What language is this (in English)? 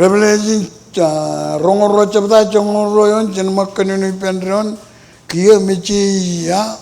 Marshallese